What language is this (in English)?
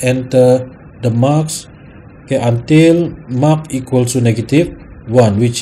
Malay